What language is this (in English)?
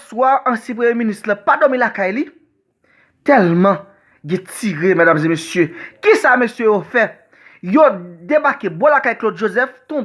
Haitian Creole